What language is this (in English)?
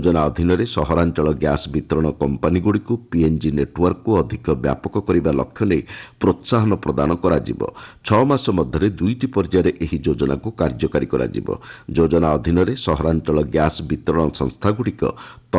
Odia